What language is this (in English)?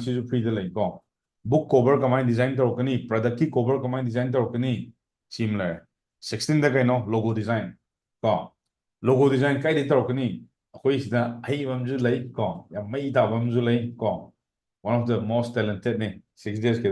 Manipuri